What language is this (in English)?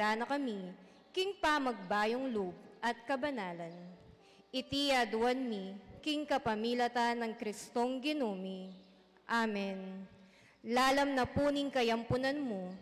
Pampanga